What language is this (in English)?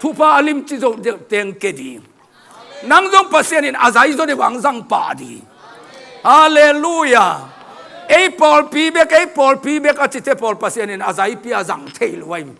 Tedim Chin